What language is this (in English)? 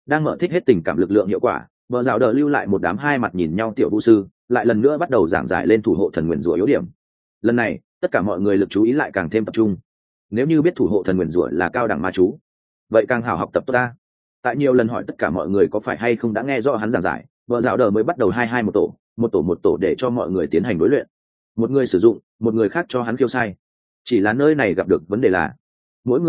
Vietnamese